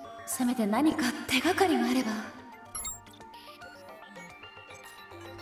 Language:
Japanese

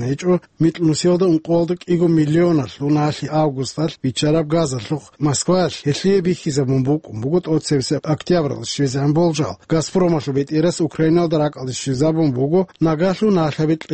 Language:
Avaric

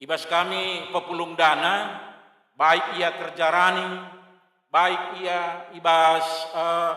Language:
Batak Karo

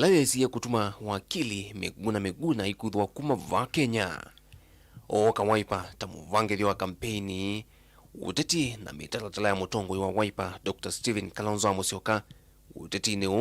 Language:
Kamba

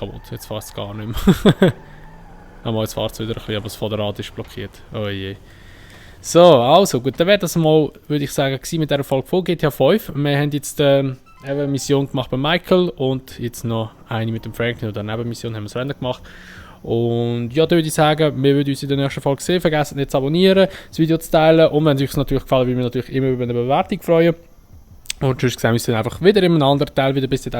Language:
Swiss German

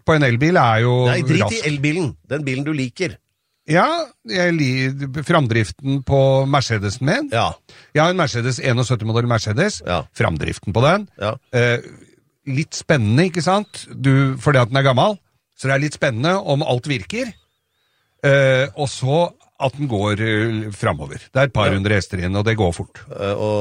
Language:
Norwegian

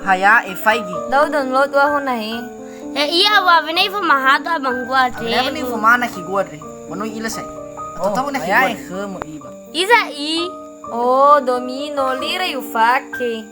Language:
Nias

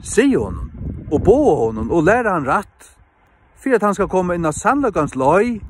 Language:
Faroese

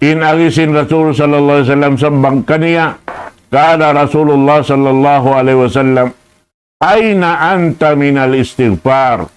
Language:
Tausug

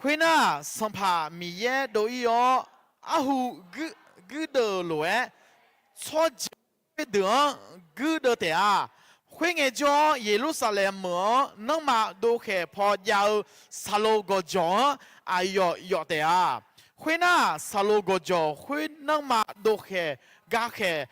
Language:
Akha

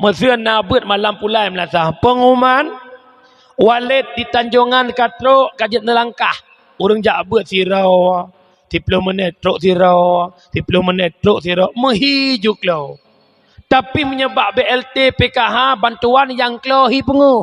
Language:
Achinese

